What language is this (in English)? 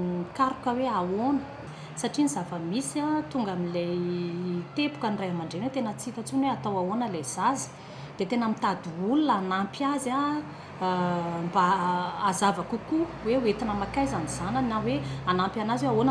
Malagasy